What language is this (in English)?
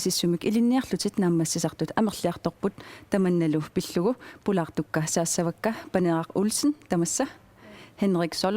Kalaallisut